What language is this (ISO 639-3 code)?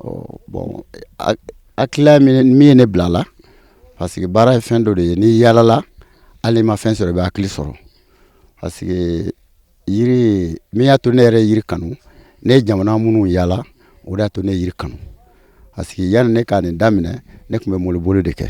bam